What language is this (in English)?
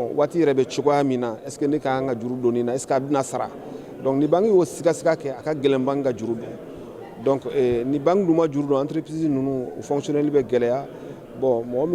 Bambara